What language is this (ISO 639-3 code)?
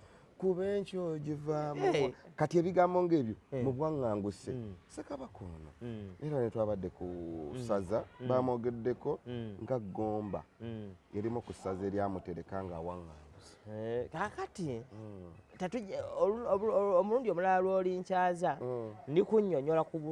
lug